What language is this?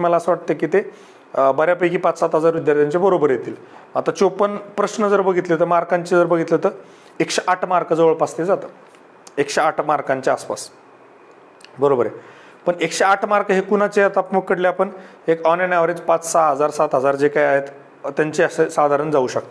Marathi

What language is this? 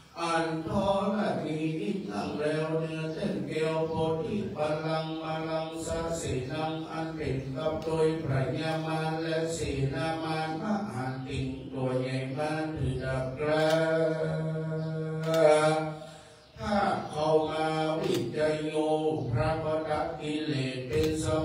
Thai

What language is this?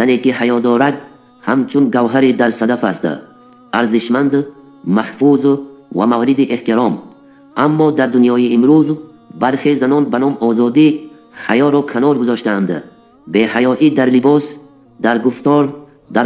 Tajik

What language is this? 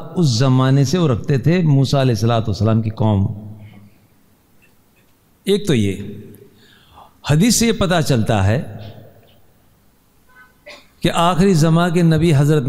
Urdu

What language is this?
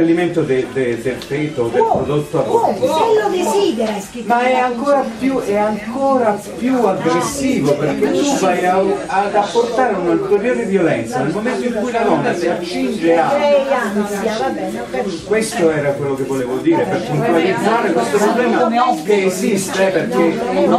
Italian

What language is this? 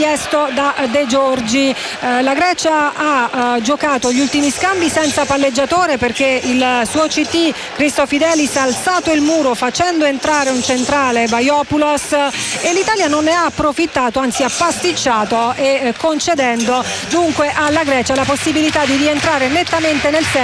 Italian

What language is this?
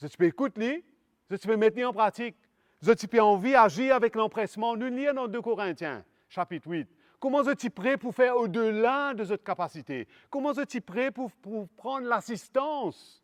Morisyen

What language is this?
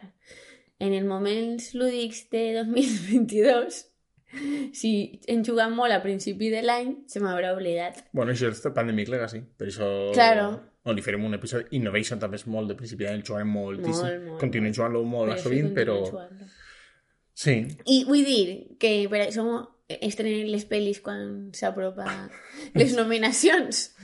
Catalan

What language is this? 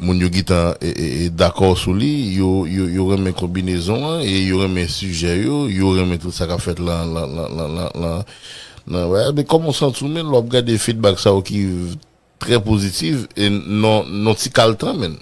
Haitian Creole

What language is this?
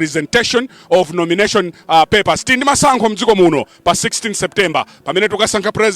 Nyanja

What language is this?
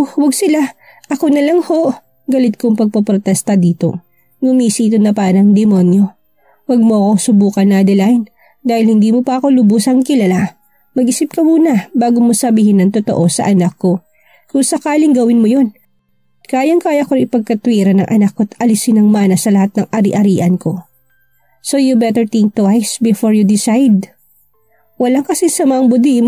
Filipino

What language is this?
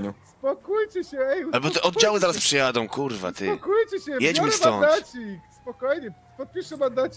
Polish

